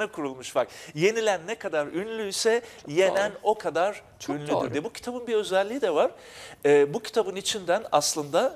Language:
Turkish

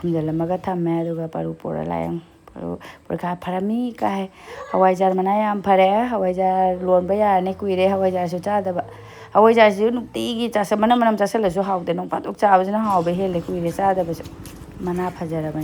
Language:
Manipuri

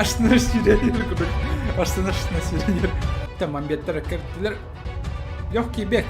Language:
Yakut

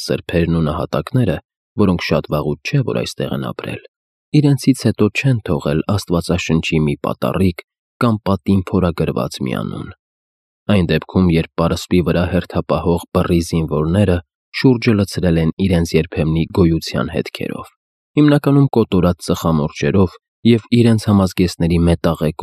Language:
Armenian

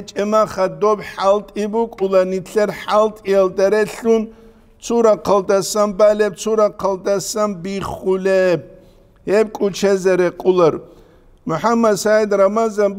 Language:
Avaric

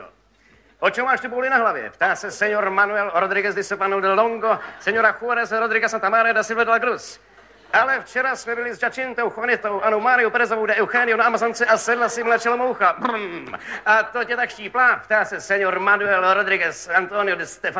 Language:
Czech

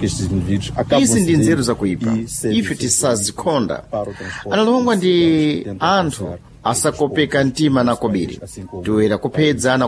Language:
Sena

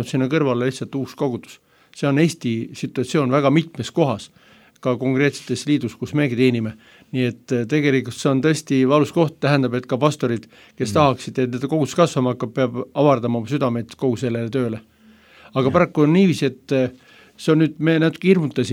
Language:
Estonian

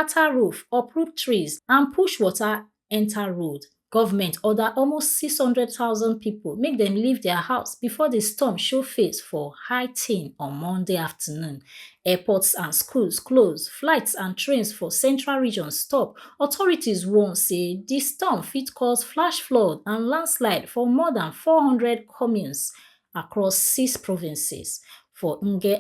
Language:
Nigerian Pidgin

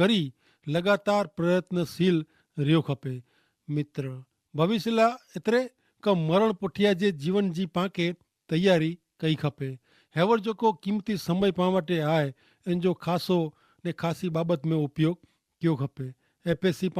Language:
Kachhi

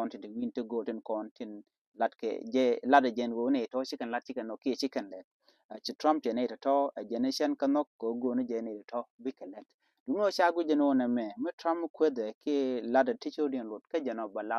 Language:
Nuer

